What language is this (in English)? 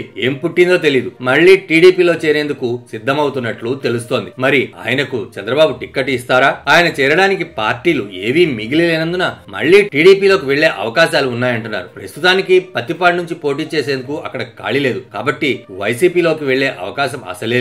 Telugu